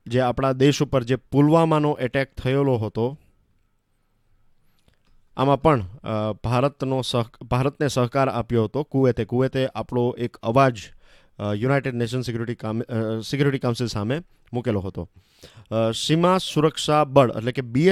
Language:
Gujarati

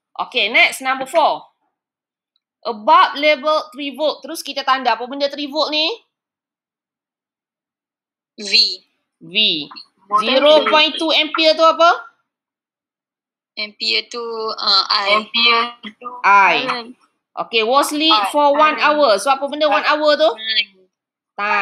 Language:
Malay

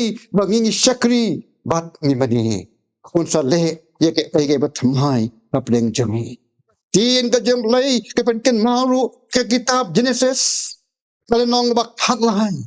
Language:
Khasi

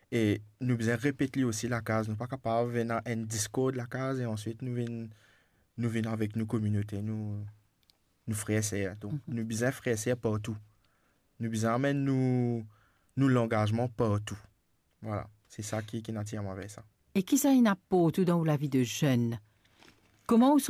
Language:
Morisyen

